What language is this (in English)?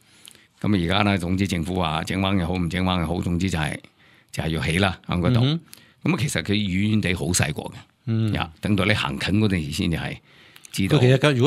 Cantonese